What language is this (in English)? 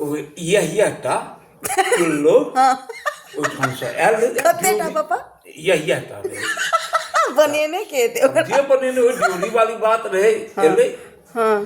Maithili